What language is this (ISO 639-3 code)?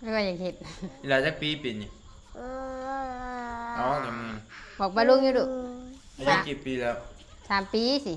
tts